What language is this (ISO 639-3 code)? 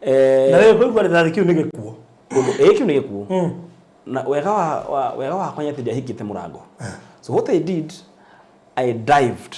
kik